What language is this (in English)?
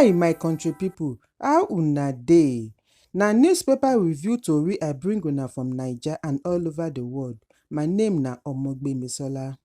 Nigerian Pidgin